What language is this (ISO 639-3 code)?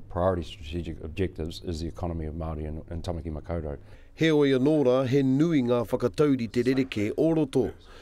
mri